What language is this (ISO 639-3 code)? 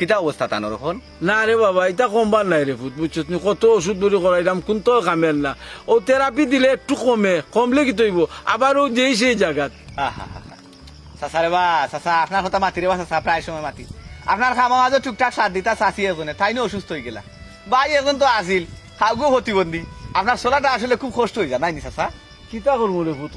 syl